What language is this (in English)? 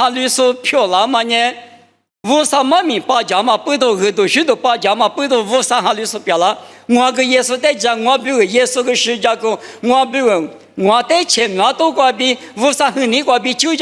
Lisu